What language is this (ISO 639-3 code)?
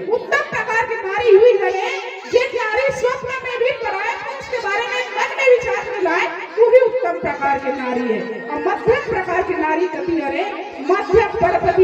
hne